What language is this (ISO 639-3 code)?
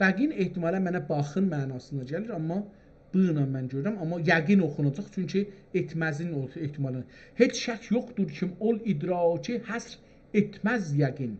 azb